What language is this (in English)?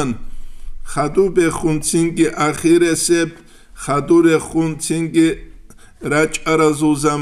Avaric